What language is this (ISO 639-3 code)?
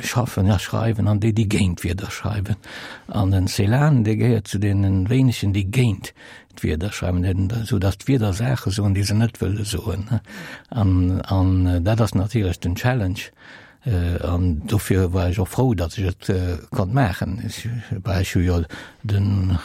ltz